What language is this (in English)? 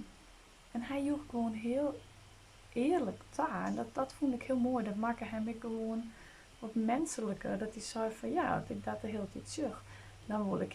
Western Frisian